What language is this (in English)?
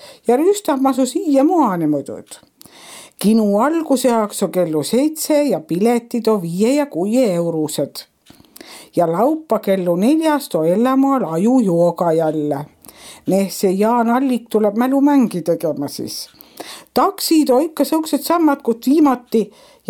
Estonian